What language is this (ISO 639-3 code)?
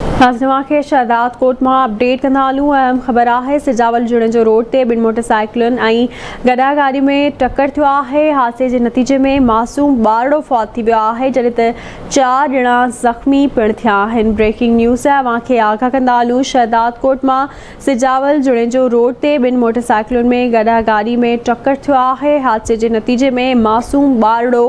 snd